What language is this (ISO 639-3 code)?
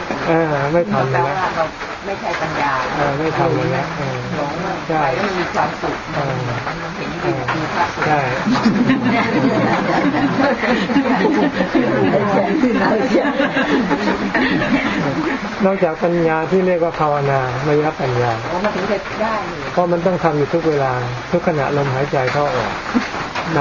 tha